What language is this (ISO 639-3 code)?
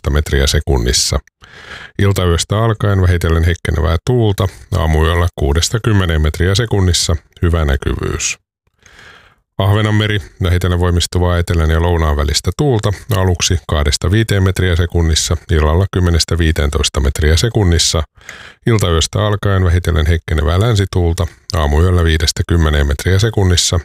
fin